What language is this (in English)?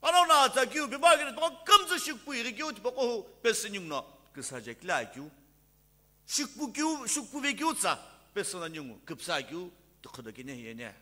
Sumi Naga